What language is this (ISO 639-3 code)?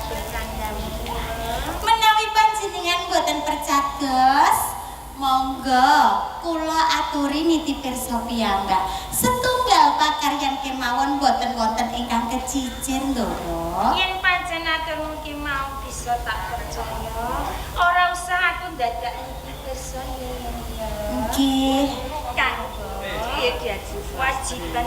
jav